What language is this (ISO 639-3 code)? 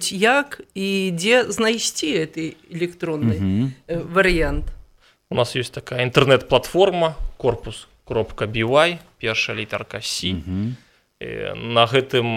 bel